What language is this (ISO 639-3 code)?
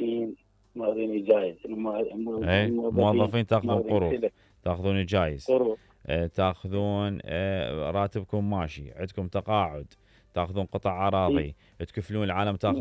acm